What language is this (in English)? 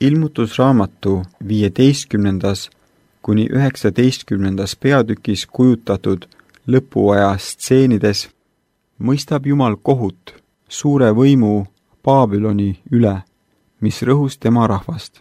Estonian